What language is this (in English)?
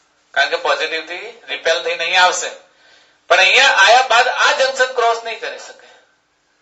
Gujarati